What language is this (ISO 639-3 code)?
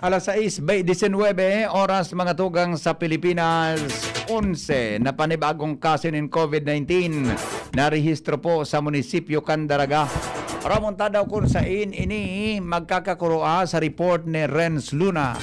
bik